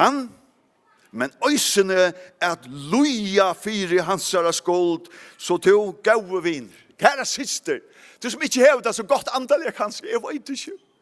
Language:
Faroese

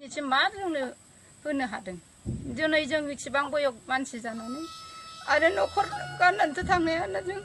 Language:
Bodo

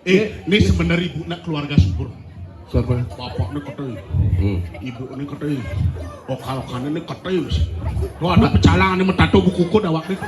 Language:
Balinese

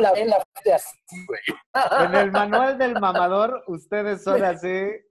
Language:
Spanish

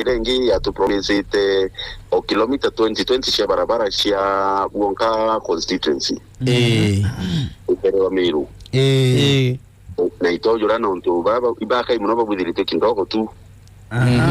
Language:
Meru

